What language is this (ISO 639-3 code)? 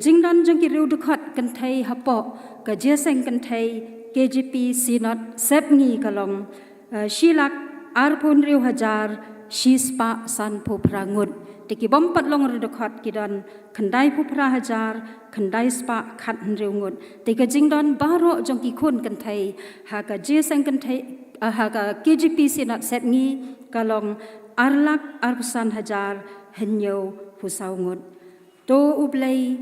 kha